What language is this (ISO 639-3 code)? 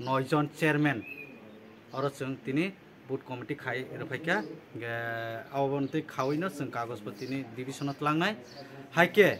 trp